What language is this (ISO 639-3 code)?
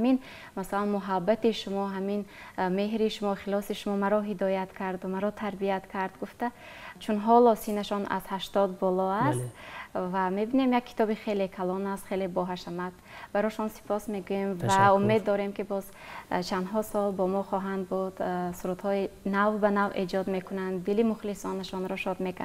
fas